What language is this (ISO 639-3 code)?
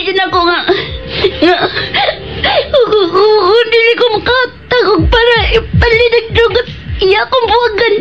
ceb